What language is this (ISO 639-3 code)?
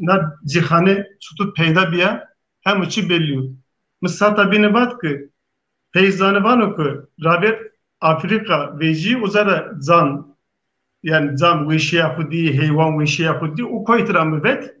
zza